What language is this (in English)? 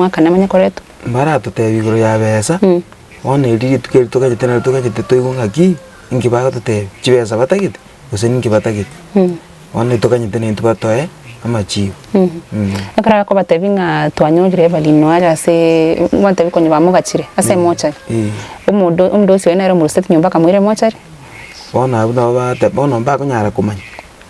Gusii